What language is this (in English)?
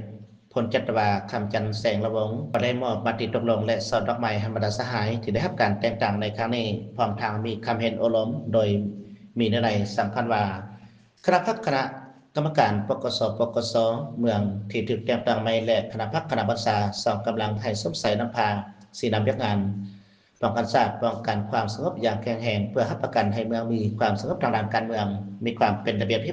Lao